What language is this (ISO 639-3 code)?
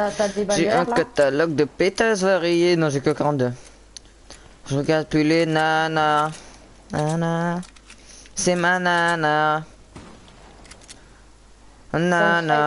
fra